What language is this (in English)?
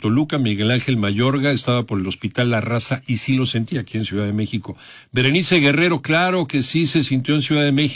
Spanish